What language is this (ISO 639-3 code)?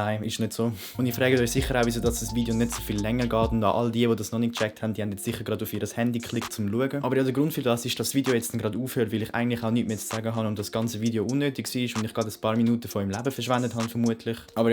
gsw